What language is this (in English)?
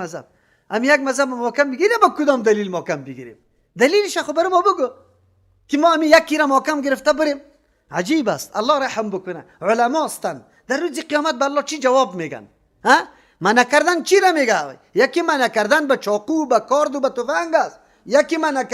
Persian